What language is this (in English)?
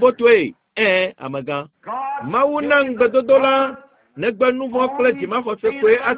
Ewe